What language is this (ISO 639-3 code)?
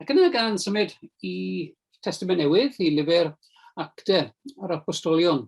cym